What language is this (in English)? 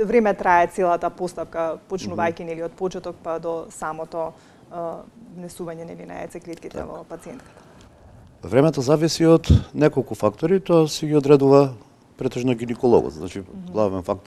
Macedonian